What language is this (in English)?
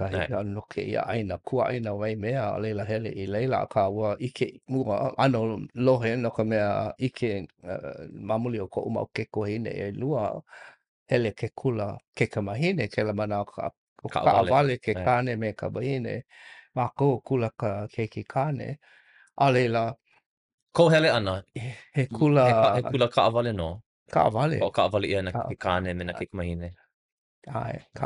Hawaiian